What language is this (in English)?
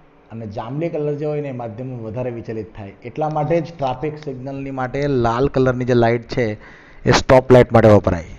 Gujarati